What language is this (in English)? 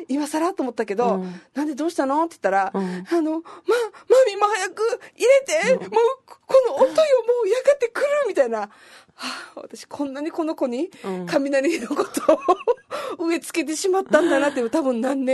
Japanese